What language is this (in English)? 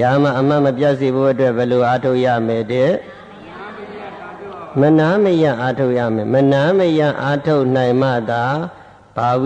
Burmese